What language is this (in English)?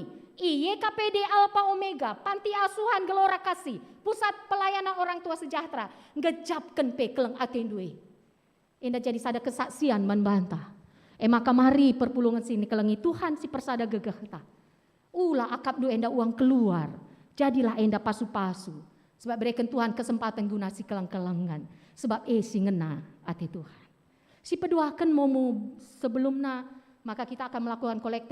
Batak Karo